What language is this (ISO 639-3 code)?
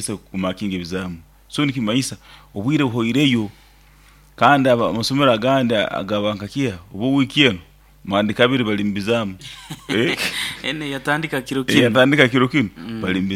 nyo